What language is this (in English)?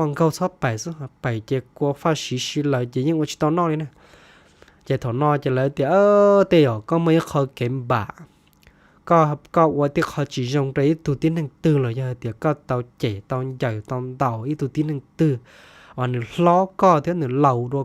Hmong